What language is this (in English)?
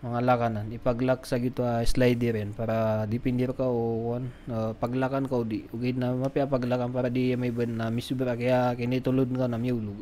Maranao